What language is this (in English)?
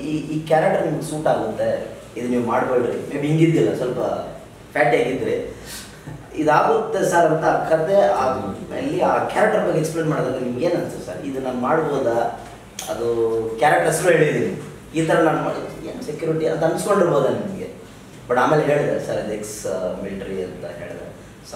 Kannada